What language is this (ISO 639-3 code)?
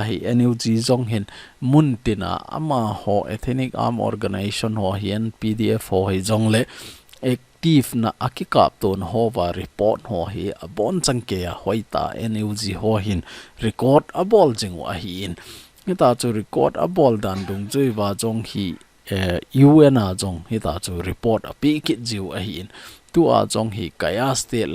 tcz